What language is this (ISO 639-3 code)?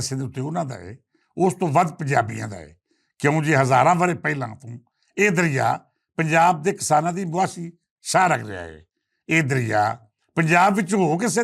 lah